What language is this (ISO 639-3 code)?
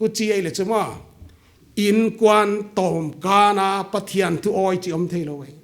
pck